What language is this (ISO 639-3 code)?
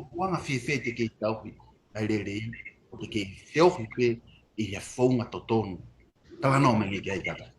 ton